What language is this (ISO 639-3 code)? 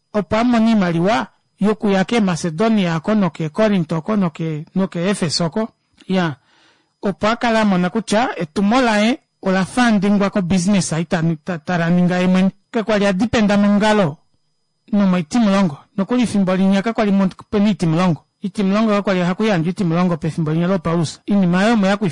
kua